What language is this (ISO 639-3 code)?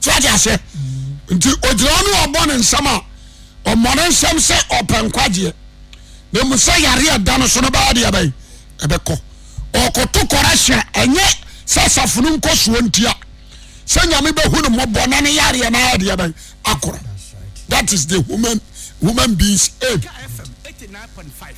aka